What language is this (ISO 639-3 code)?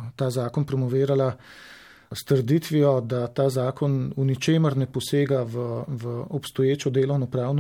slv